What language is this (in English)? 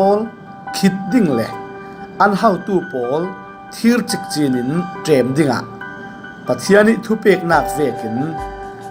Falam Chin